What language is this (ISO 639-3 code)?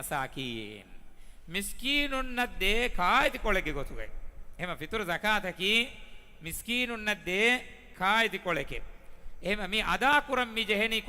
div